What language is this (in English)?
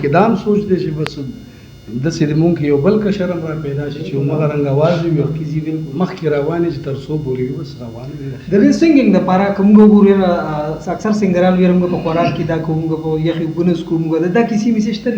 Pashto